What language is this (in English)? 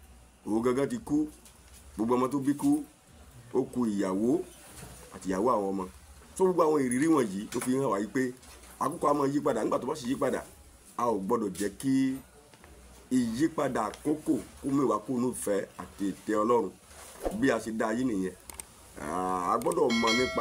Yoruba